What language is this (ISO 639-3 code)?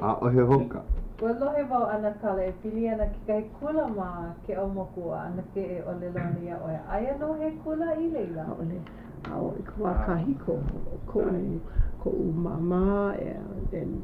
haw